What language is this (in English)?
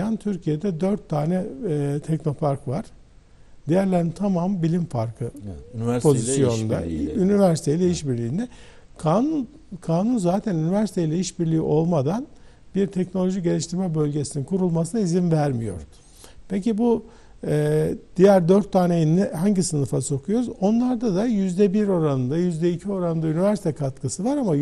Turkish